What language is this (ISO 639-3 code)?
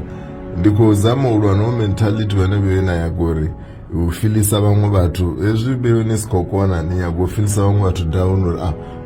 ven